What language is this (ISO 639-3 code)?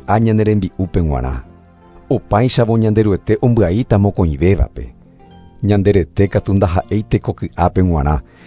grn